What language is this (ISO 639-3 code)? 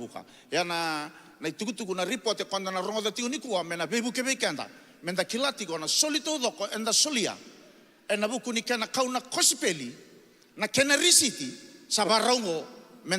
fij